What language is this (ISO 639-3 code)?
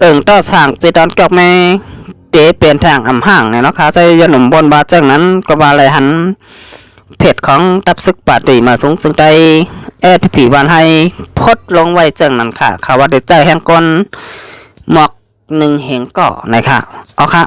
shn